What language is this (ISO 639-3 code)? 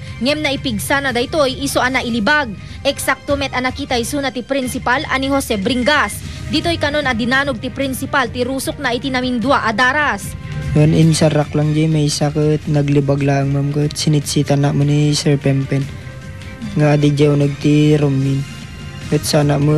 ilo